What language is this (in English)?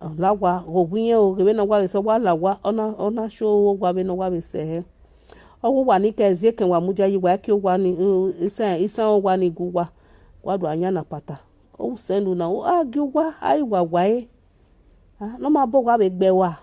Nigerian Pidgin